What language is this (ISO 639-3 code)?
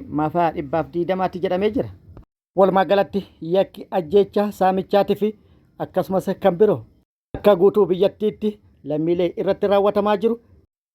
orm